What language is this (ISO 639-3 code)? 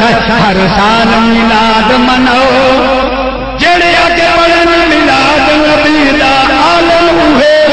skr